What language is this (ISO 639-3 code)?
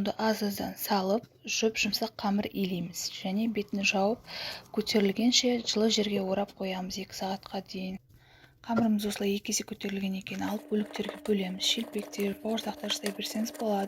kaz